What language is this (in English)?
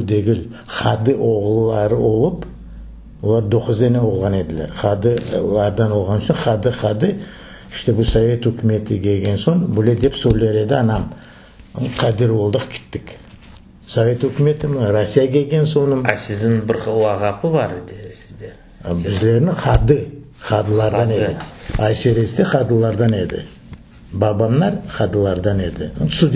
Crimean Tatar